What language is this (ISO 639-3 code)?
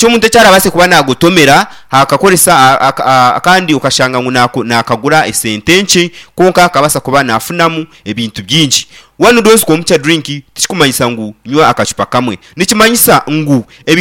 nyn